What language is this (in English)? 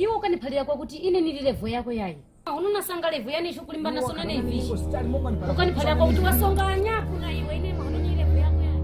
Tumbuka